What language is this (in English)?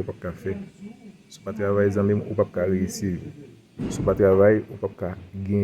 Haitian Creole